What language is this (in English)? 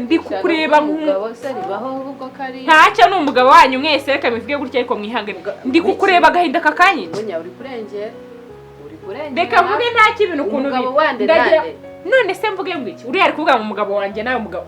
Kinyarwanda